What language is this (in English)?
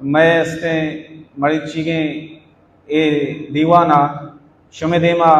Baluchi